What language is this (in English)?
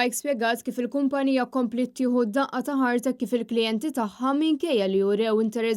Maltese